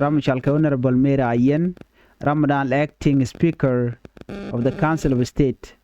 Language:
Nuer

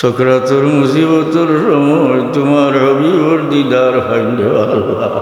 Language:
Sylheti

